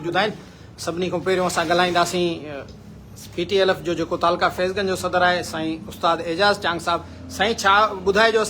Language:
Sindhi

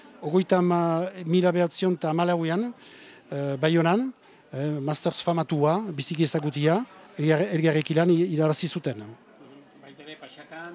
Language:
Basque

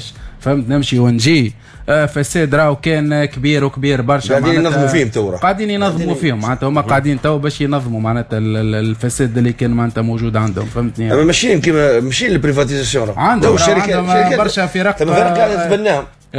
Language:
Tunisian Arabic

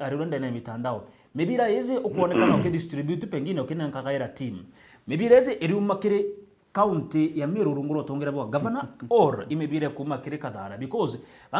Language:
Meru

